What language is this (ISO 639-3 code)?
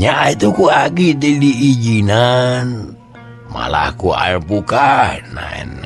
sun